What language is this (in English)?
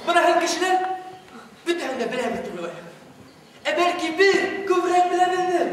Bashkir